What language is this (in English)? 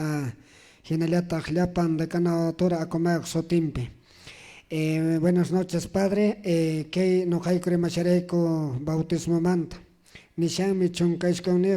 Quechua